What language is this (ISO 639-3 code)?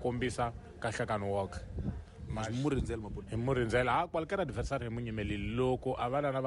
tso